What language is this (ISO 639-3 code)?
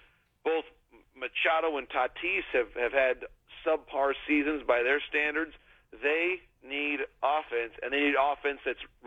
eng